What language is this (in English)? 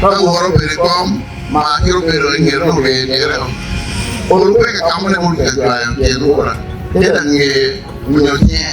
Acoli